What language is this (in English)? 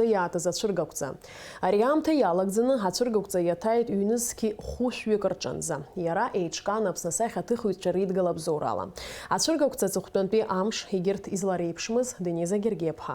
Abkhazian